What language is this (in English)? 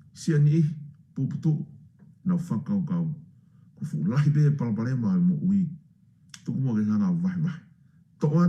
Tongan